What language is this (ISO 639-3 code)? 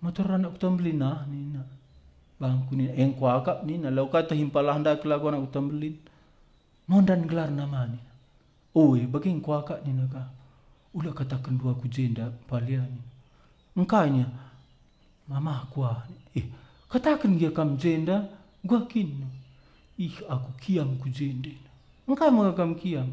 btx